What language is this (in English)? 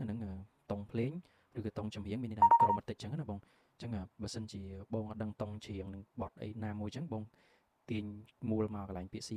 Khmer